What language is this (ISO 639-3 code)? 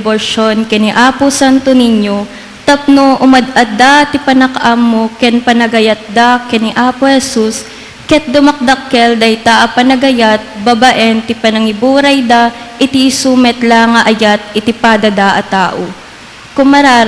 ilo